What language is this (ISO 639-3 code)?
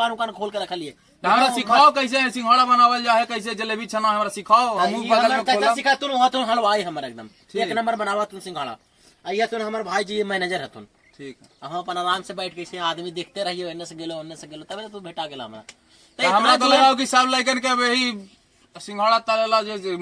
mag